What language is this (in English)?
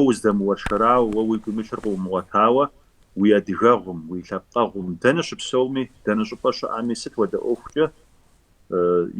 Kabardian